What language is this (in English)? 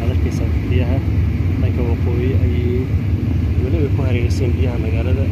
Somali